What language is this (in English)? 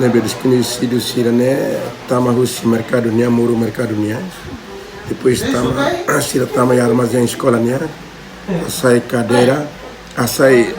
Tetum